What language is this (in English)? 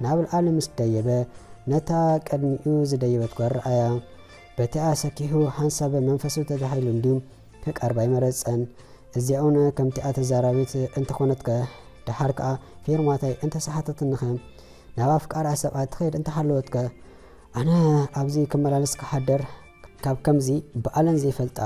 Tigrinya